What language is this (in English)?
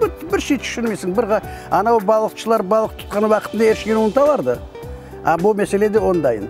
Crimean Tatar